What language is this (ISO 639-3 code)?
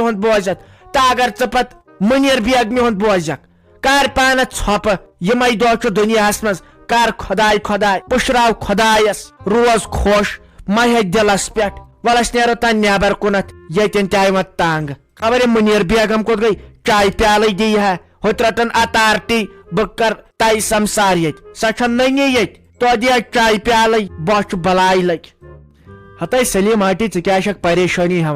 kas